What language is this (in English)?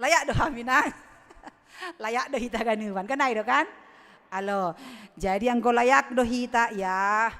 Batak Simalungun